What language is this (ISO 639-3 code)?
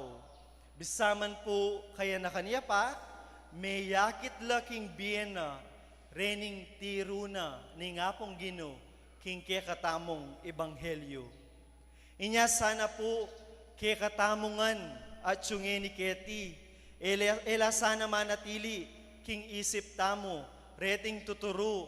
pam